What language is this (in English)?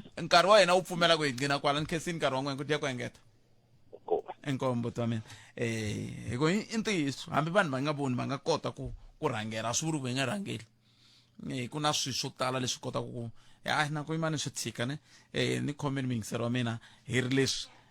Tsonga